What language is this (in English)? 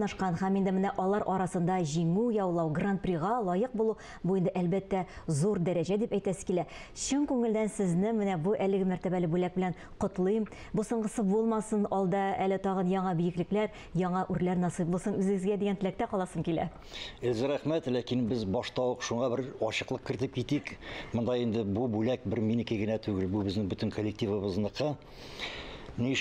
Tatar